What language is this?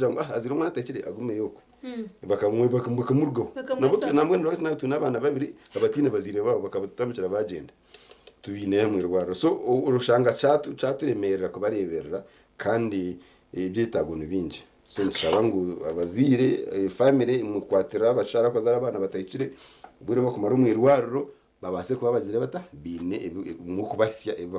Nyankole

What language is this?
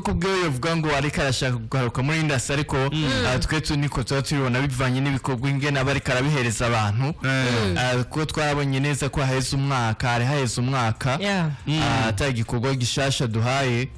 Rundi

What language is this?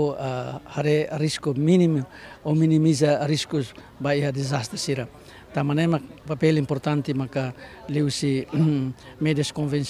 Tetum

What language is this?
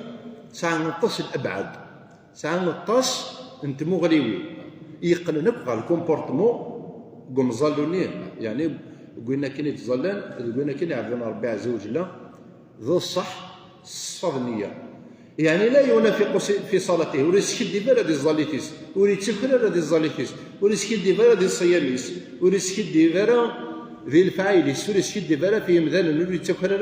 Kabyle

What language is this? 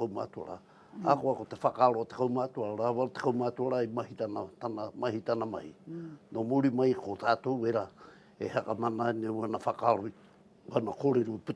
Māori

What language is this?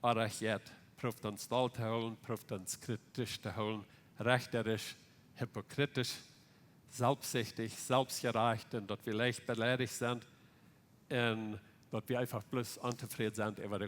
Plautdietsch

